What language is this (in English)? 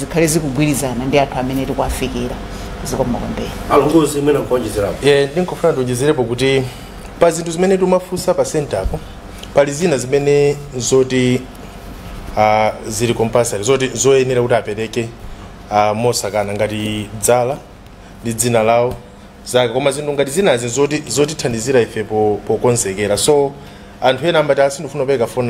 Nyanja